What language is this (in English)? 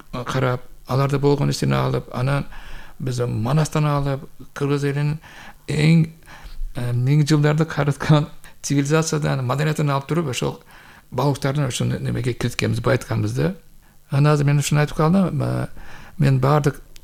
Kyrgyz